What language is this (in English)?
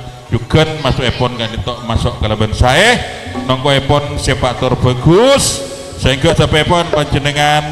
Madurese